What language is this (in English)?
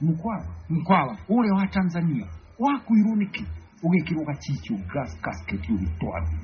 Kikuyu